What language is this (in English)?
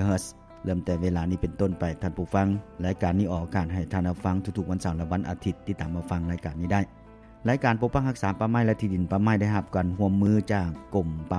Lao